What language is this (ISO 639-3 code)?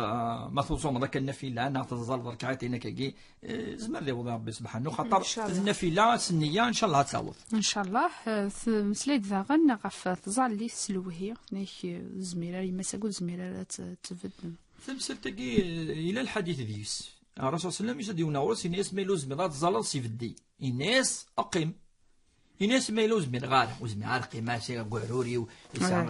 kab